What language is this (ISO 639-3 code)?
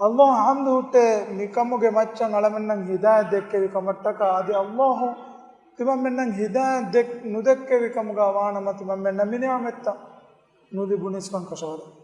div